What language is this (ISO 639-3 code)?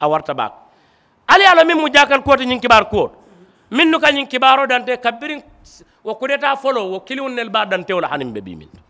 man